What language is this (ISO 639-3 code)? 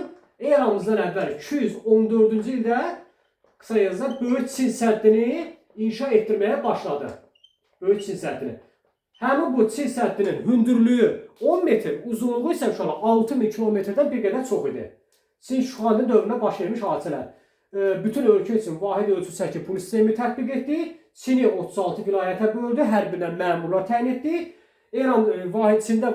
aze